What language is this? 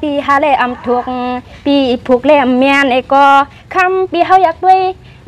Shan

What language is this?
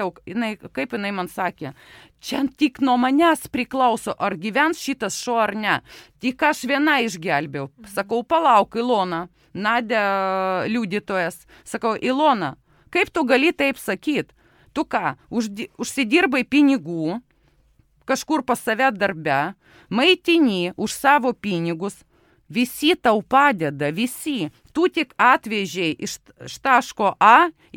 Lithuanian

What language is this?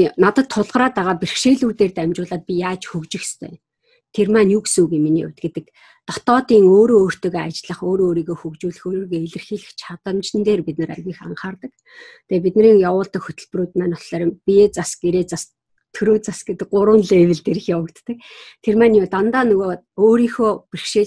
Mongolian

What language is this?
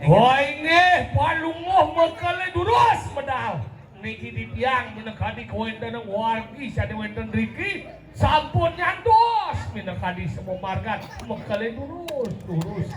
Balinese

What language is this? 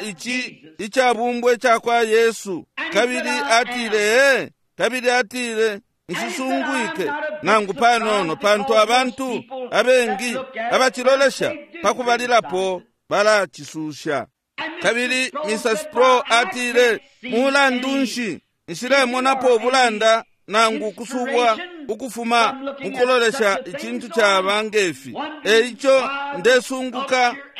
Bemba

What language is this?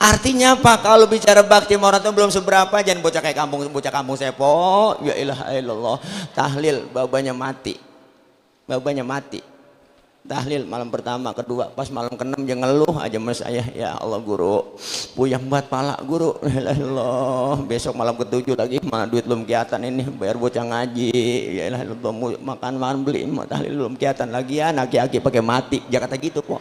Betawi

